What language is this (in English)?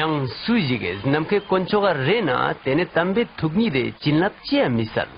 Ladakhi